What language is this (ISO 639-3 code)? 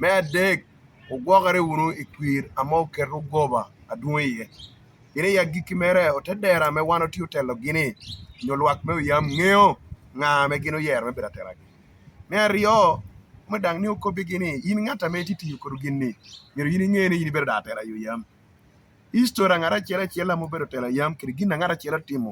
laj